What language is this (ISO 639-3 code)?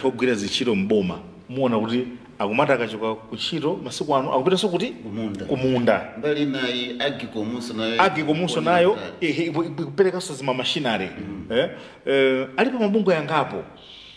nya